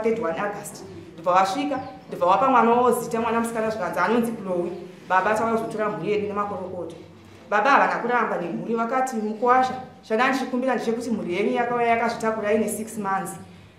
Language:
Shona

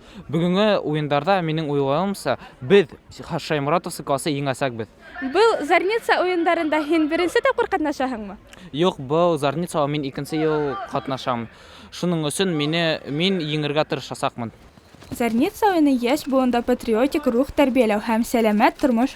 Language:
Bashkir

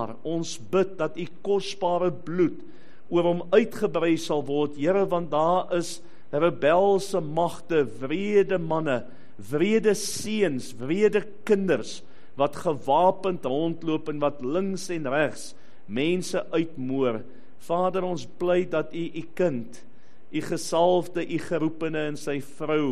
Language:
Afrikaans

